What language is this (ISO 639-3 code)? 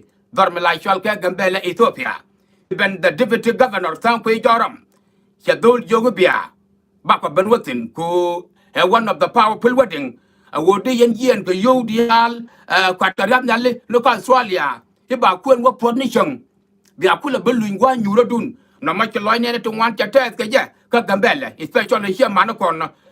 nus